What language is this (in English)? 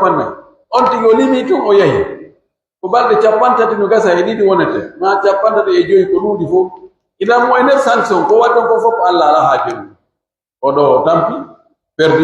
Pular